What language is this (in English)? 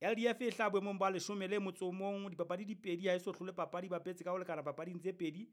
Southern Sotho